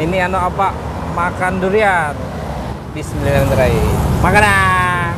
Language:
Banjar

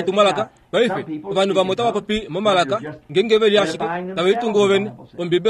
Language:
Kuanyama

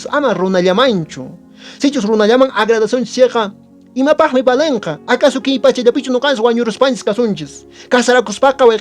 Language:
Quechua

